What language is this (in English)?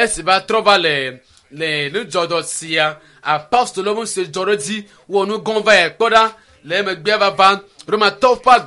Ewe